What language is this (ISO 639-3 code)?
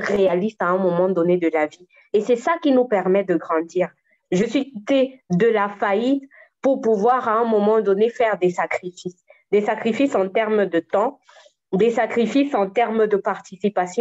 fra